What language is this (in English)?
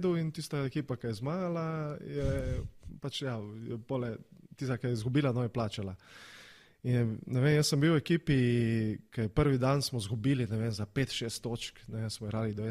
Slovenian